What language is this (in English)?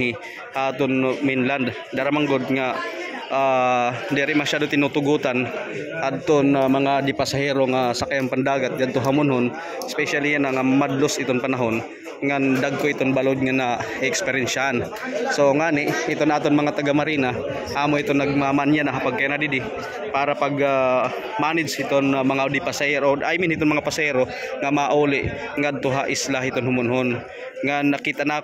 Waray